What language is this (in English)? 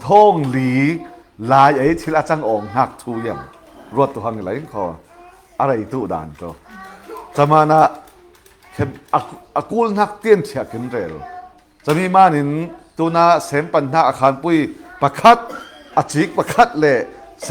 Falam Chin